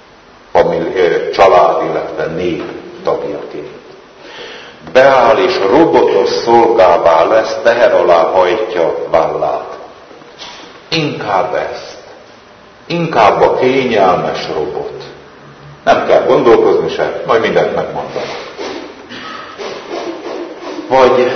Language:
Hungarian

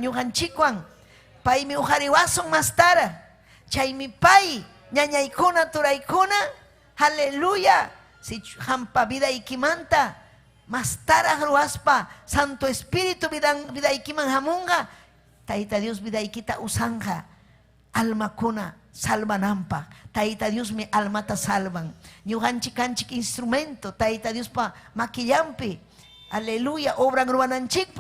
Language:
Ayacucho Quechua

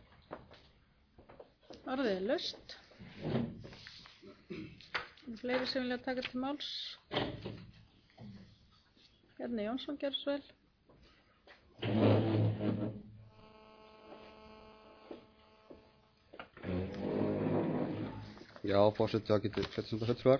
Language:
Icelandic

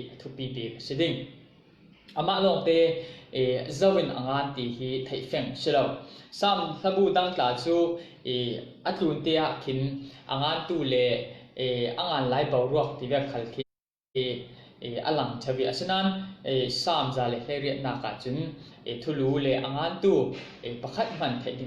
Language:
Falam Chin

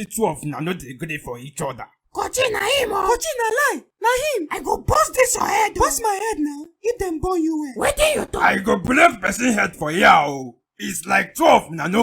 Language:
Nigerian Pidgin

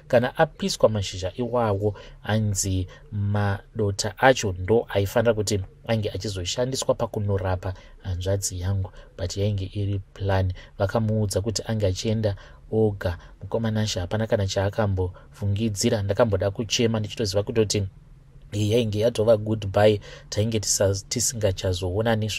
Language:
Shona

